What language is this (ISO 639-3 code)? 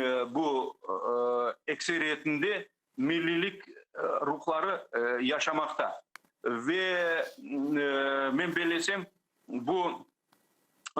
crh